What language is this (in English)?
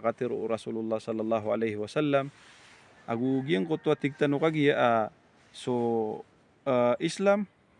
Maranao